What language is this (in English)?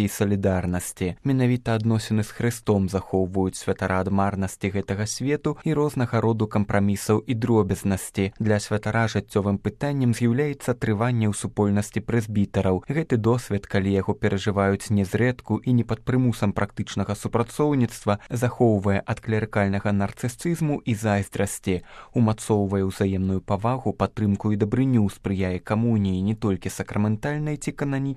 Belarusian